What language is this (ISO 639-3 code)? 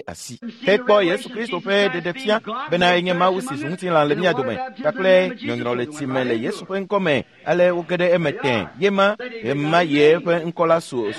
ewe